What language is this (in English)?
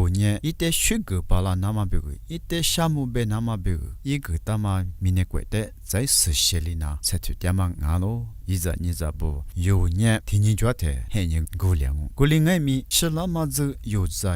Lisu